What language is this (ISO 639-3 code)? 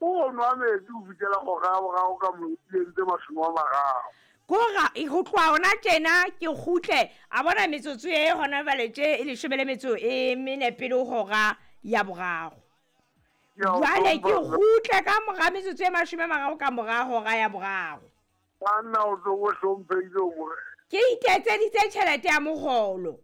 sot